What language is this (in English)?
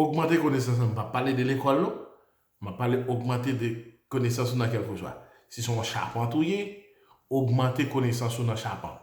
Haitian Creole